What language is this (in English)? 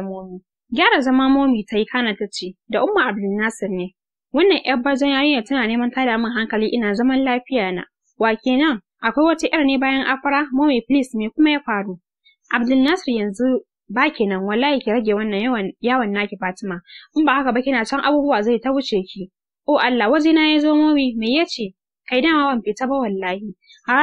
Hausa